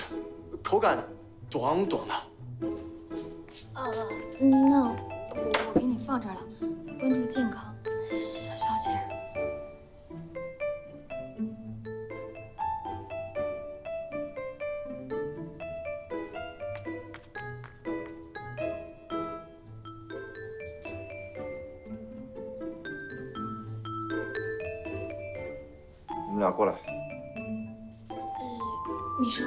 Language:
Chinese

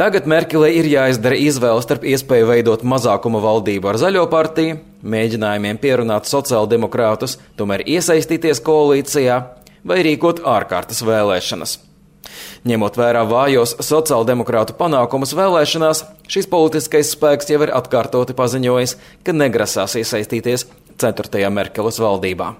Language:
Latvian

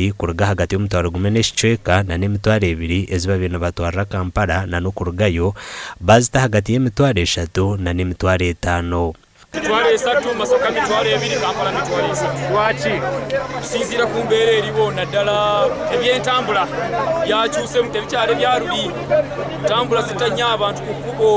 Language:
Nyankole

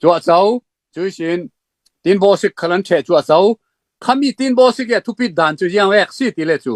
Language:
Falam Chin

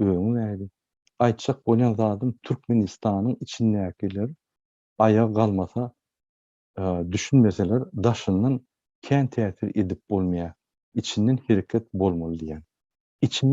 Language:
Turkmen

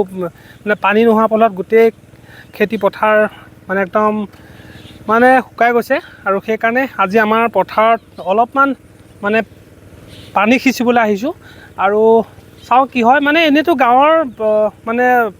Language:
Assamese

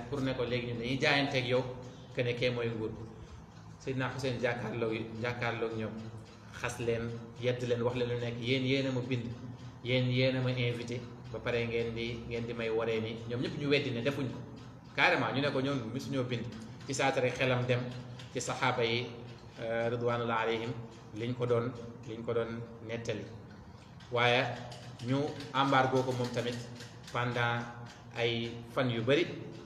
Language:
Wolof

